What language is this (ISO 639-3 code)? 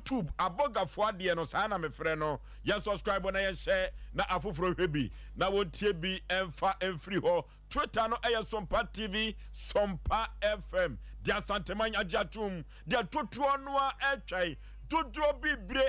aka